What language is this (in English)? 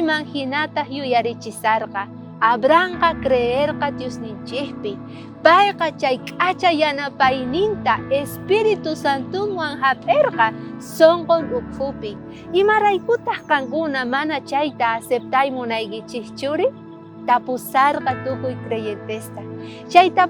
South Bolivian Quechua